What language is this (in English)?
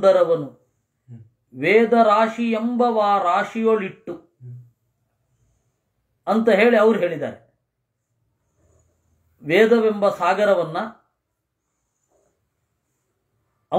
Kannada